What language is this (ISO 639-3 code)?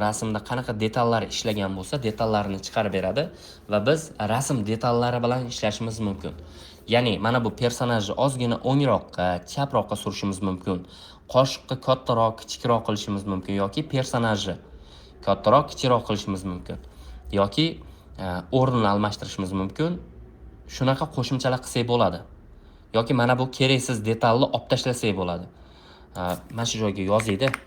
uzb